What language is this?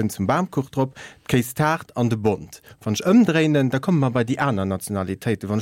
Luxembourgish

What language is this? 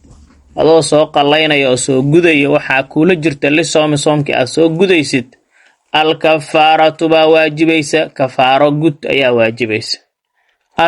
Somali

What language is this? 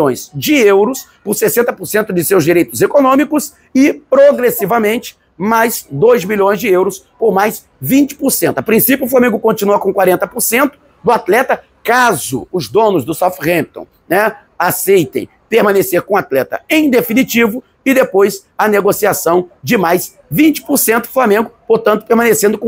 Portuguese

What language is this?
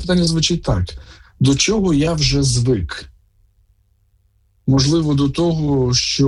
Ukrainian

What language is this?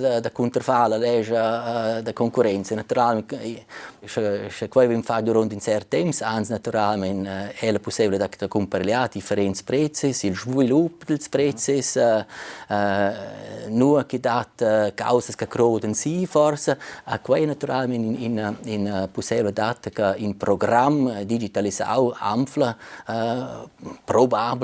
Romansh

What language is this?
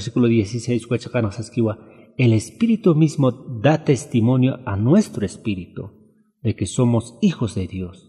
Aymara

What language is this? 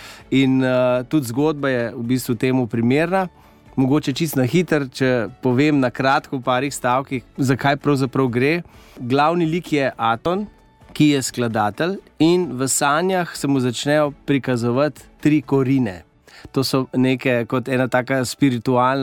Slovenian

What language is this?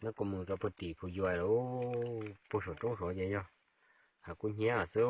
Hmong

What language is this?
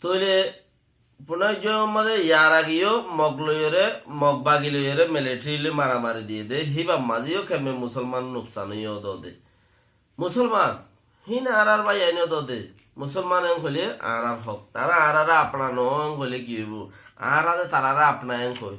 Rohingya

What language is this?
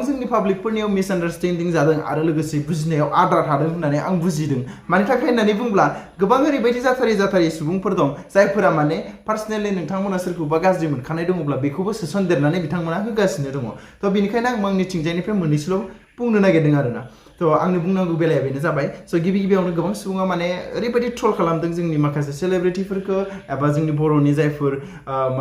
Bodo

